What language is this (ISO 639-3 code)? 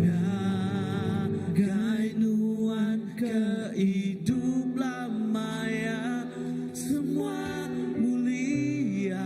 iba